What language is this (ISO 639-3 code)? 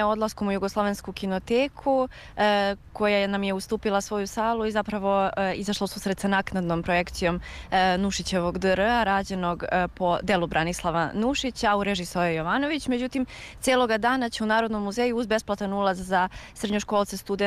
srp